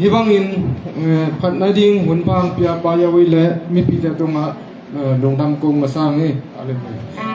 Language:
Tedim Chin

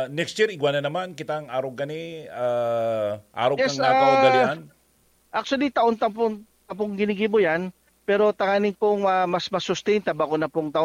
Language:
Bikol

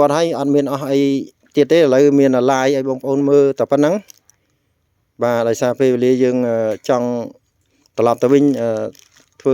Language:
Khmer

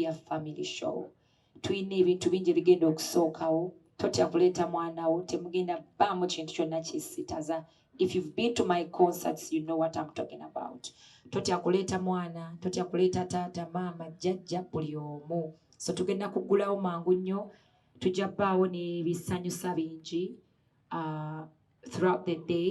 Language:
Ganda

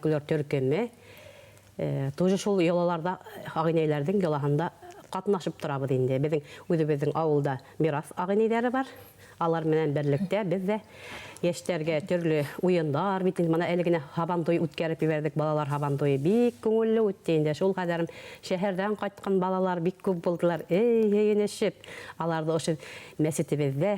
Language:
Bashkir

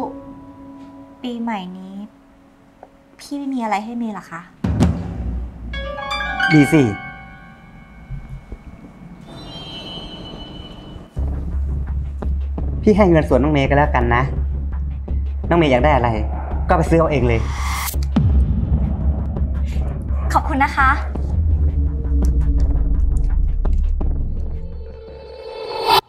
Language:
Thai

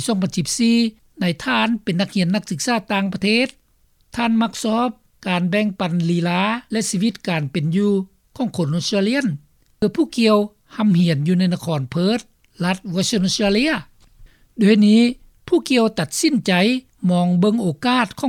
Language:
Lao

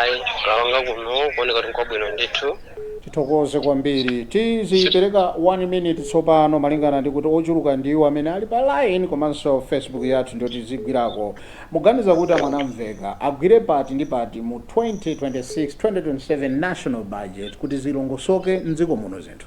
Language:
Nyanja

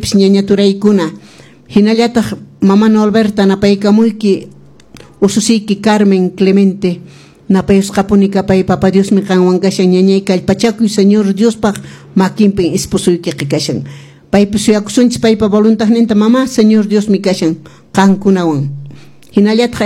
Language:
Quechua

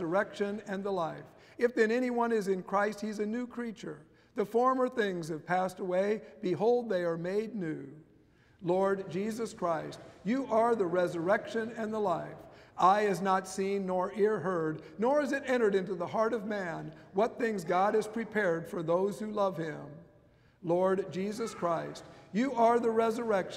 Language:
English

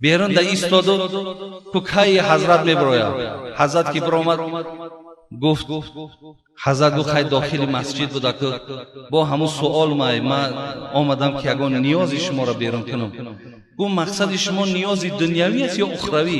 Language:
Tajik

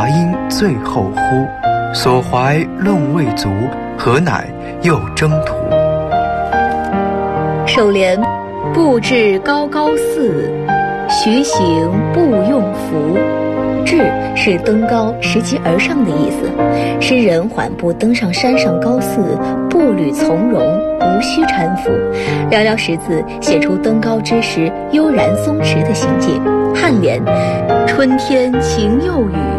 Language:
Chinese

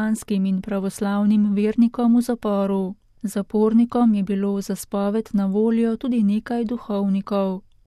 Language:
Slovenian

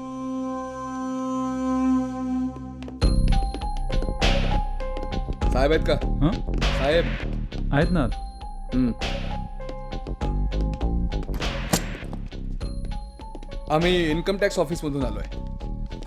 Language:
Marathi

